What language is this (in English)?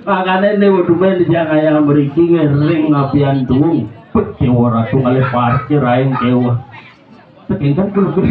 Balinese